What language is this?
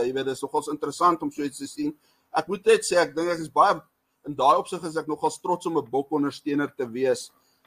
Afrikaans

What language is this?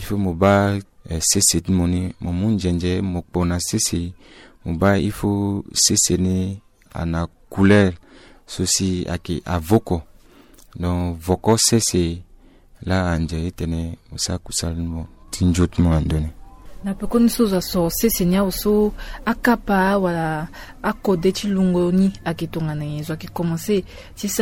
Sango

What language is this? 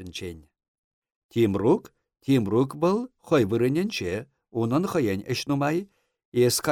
Chuvash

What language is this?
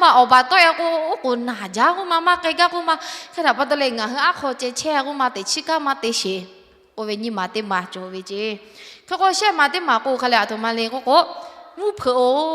Lahu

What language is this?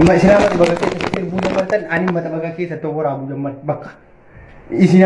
Oromo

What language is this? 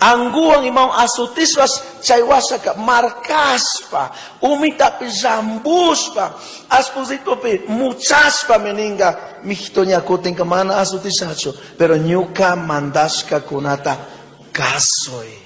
Chimborazo Highland Quichua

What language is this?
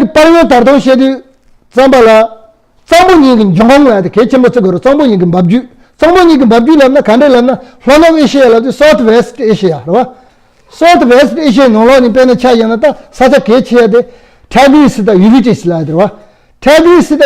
Tibetan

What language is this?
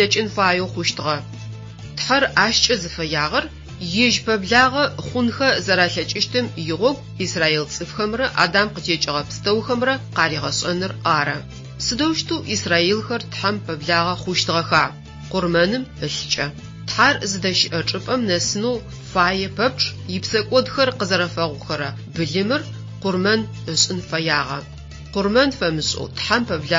Adyghe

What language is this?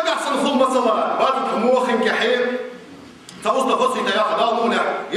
Ingush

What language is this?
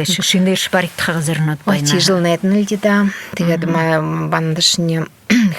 Buriat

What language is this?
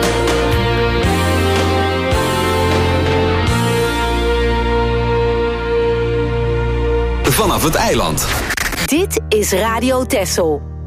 Dutch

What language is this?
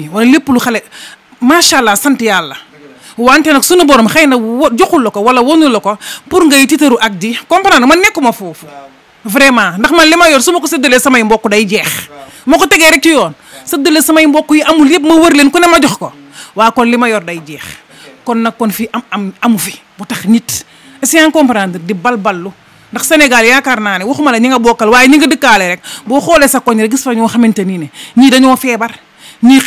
Wolof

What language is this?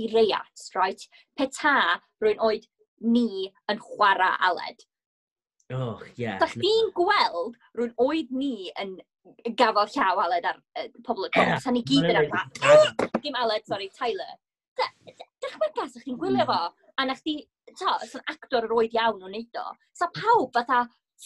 Welsh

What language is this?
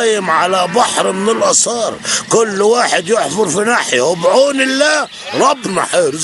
Egyptian Arabic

